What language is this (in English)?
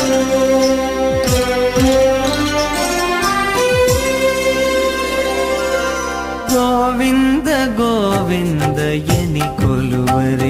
Kannada